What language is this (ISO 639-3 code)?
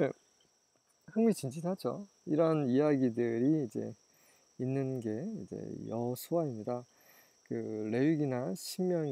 kor